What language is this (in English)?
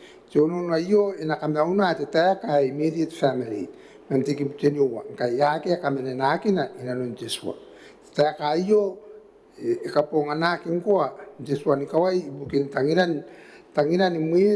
Gilbertese